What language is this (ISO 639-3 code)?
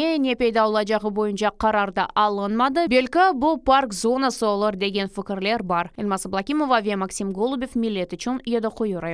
crh